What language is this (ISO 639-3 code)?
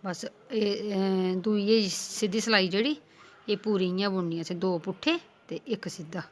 doi